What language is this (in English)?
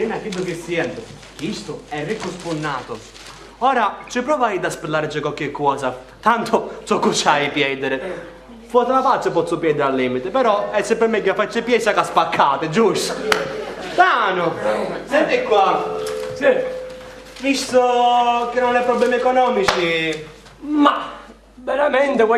Sicilian